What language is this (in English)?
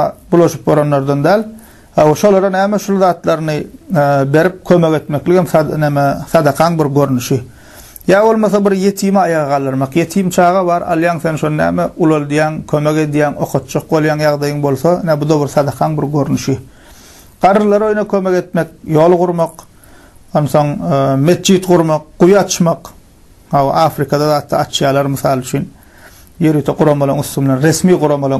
Turkmen